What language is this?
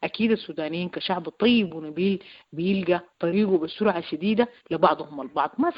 Sudanese Arabic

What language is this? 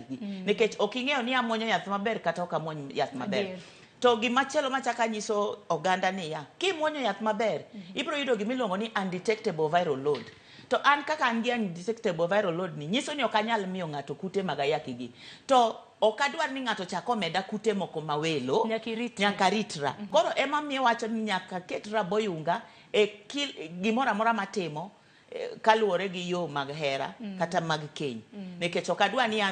Luo (Kenya and Tanzania)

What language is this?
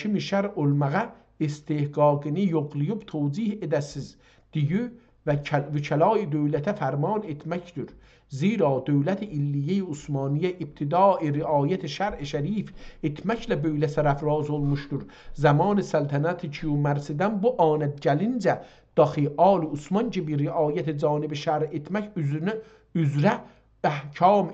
South Azerbaijani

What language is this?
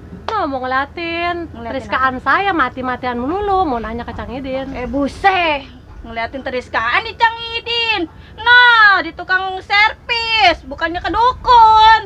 Betawi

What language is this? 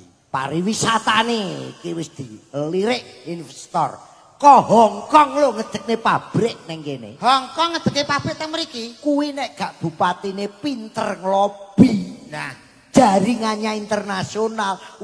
Javanese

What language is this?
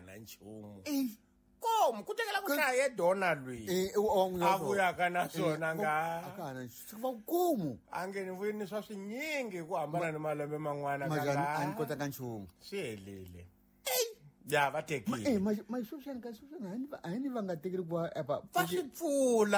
Tsonga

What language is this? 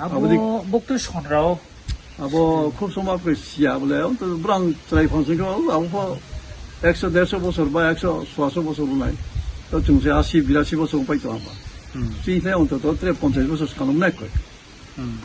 Riang (India)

